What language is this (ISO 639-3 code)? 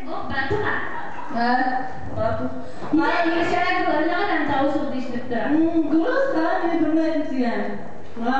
bak